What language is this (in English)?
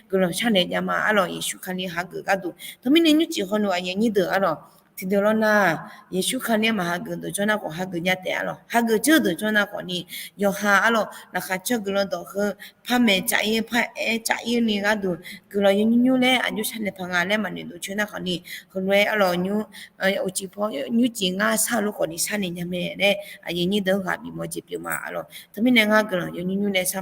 Akha